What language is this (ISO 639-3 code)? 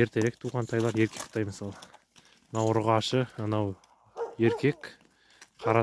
kaz